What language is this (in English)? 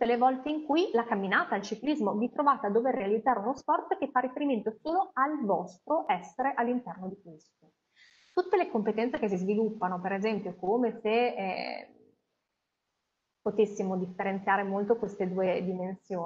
Italian